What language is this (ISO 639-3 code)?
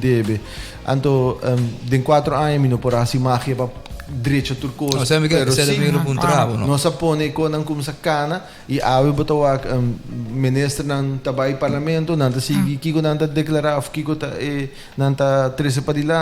pap